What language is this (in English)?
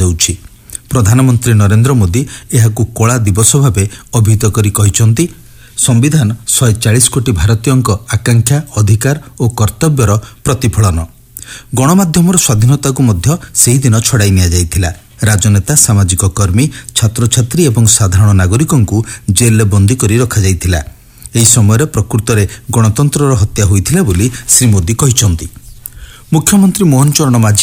Odia